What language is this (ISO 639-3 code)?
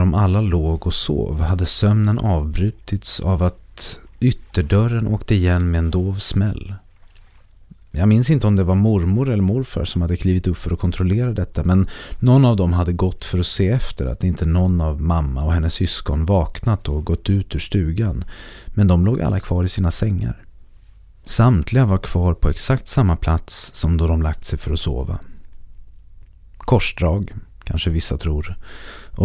swe